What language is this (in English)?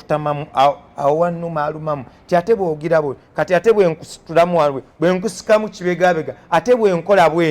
Ganda